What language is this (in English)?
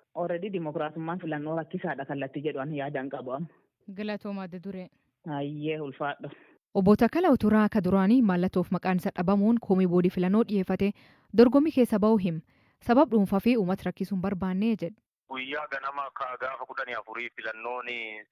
Oromo